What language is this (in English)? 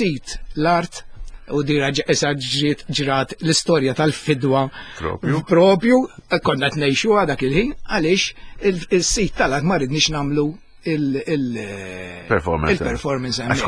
Maltese